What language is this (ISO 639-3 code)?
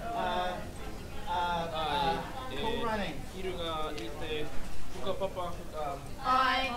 mri